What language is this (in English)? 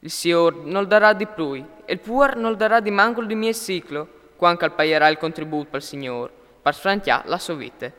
Friulian